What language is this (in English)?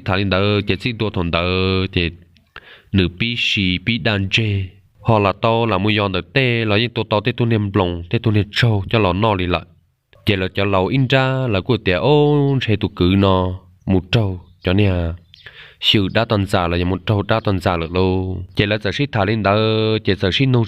Hmong